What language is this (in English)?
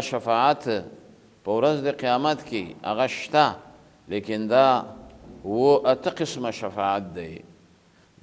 Pashto